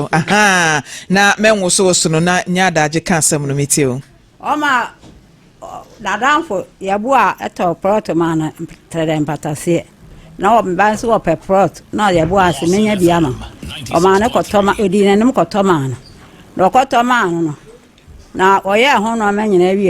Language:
Akan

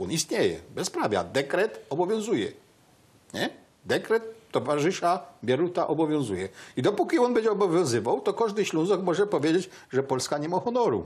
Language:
Silesian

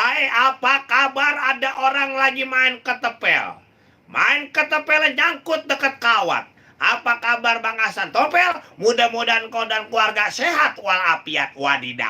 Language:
Betawi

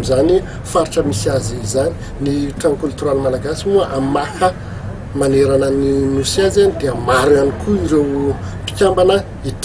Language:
Malagasy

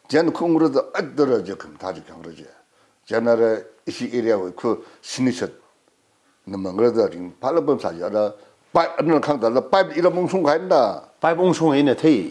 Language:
Tangkhul Naga (India)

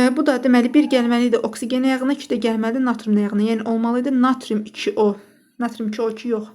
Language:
Azerbaijani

